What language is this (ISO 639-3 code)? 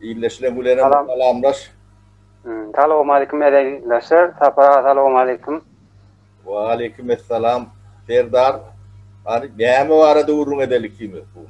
tuk